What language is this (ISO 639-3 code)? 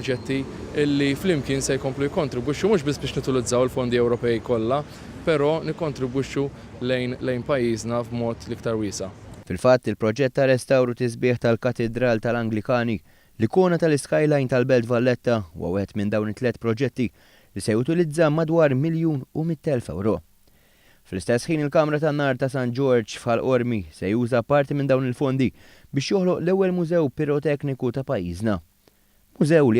mlt